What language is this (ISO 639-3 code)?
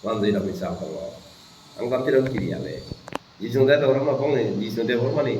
trp